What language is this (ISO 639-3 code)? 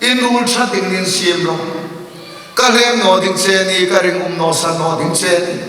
hmr